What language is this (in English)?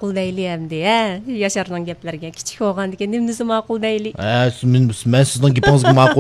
Uyghur